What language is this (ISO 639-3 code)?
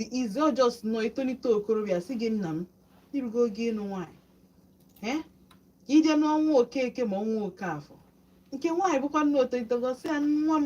ibo